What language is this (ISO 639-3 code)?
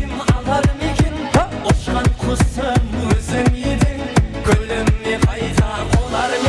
kaa